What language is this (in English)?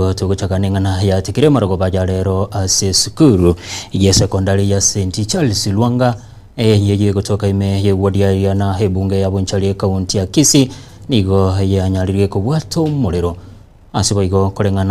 Gusii